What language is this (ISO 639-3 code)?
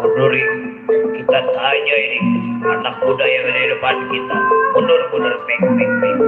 bew